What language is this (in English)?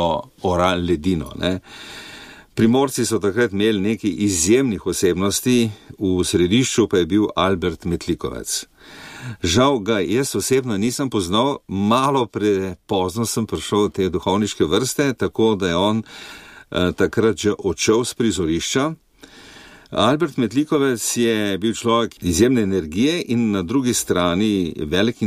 Slovenian